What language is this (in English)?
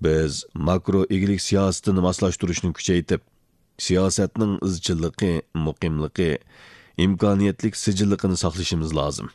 Uyghur